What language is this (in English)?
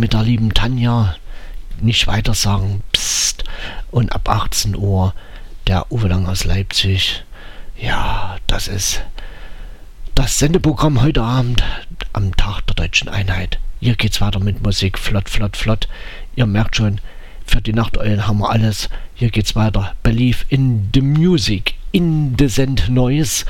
German